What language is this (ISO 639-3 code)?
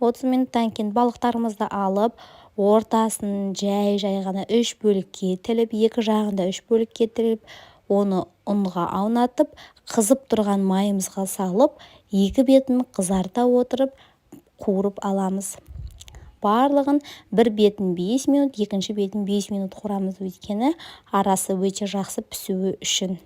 kaz